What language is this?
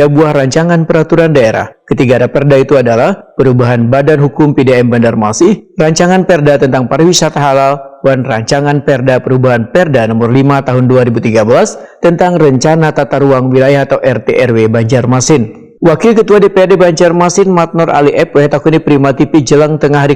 Banjar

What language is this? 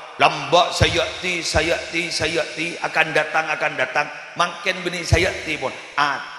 Madurese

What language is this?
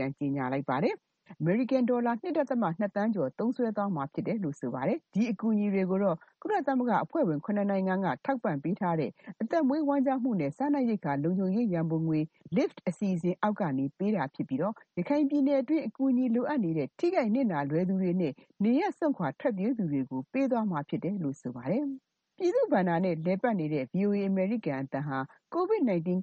Burmese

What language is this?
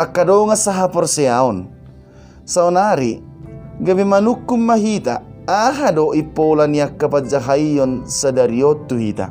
Batak Toba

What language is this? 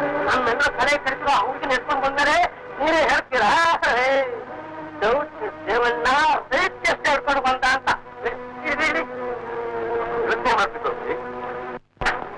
Kannada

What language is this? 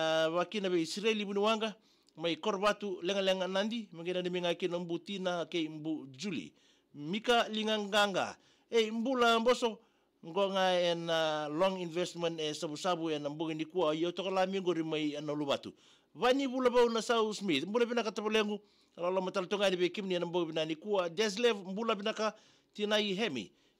Fijian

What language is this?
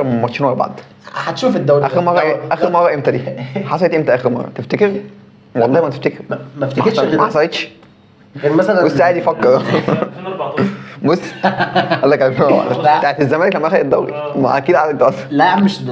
Egyptian Arabic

